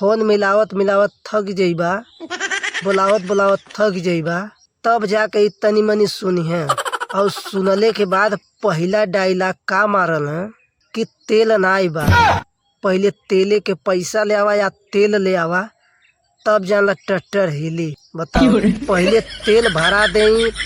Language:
Bhojpuri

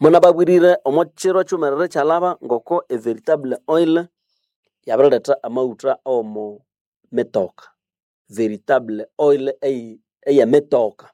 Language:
Nande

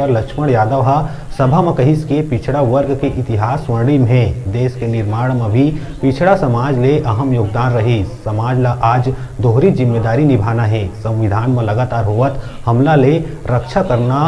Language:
Chhattisgarhi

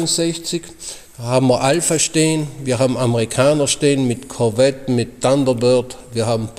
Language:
Luxembourgish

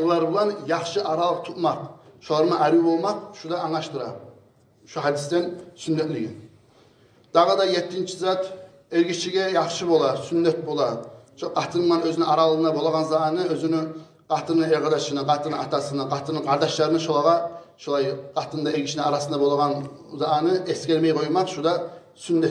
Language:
Kumyk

